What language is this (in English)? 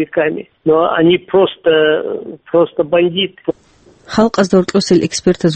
Avaric